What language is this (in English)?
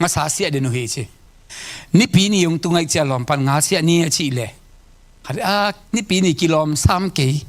Tedim Chin